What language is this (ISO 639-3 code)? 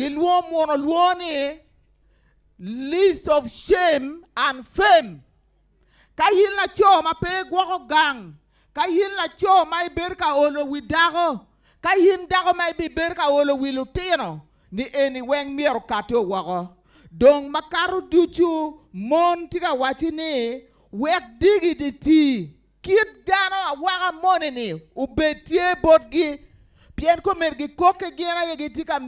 ach